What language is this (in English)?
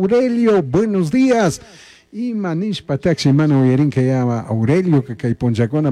Chimborazo Highland Quichua